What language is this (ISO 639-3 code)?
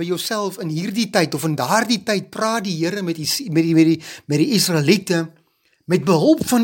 afr